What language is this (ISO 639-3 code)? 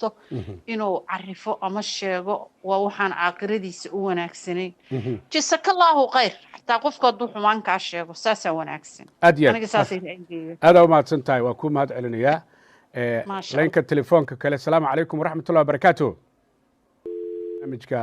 som